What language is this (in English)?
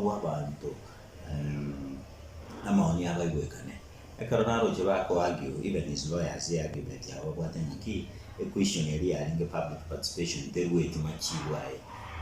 Gusii